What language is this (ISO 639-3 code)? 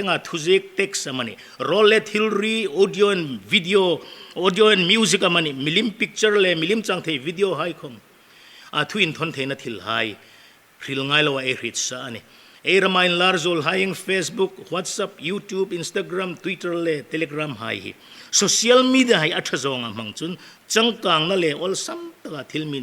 hmr